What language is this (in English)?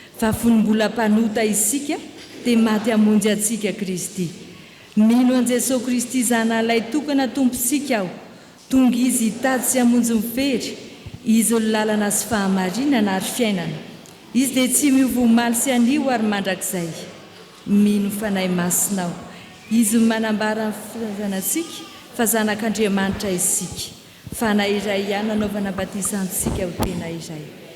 Malagasy